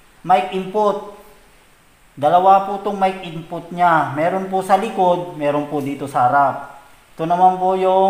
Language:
Filipino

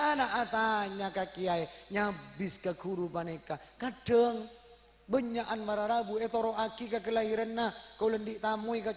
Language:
Madurese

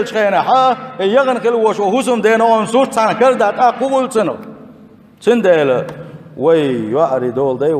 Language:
Chechen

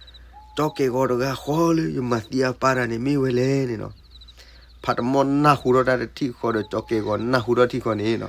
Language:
S'gaw Karen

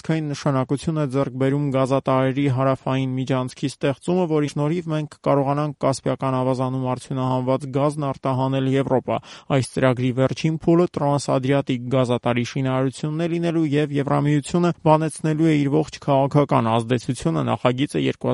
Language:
Armenian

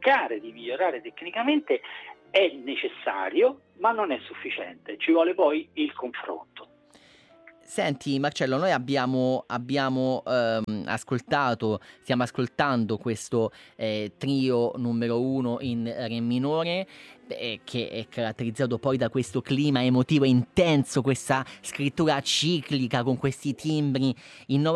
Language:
Italian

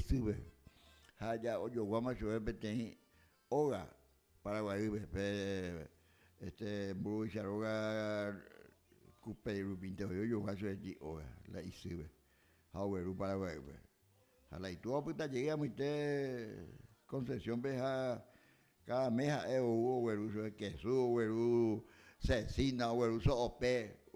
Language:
Guarani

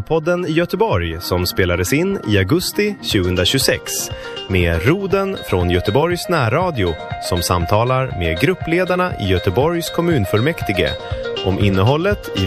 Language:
Swedish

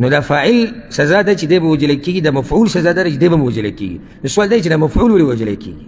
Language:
Pashto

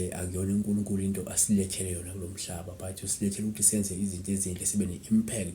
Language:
Zulu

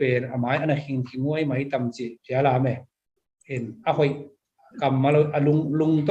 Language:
Tedim Chin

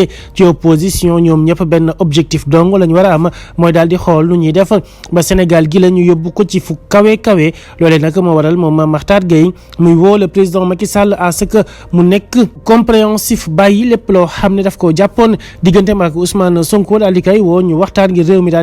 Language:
Wolof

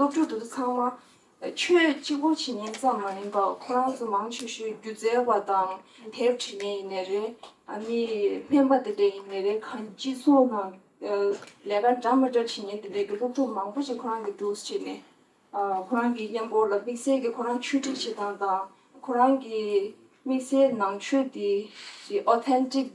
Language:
Tibetan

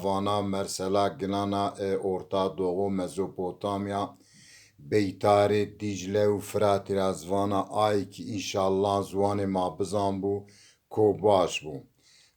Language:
Zaza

